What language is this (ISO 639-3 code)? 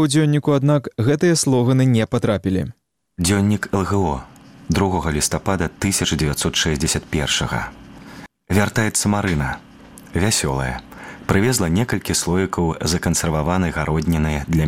bel